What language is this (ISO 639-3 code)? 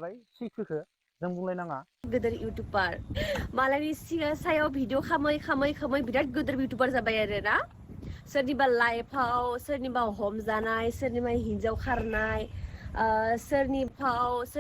brx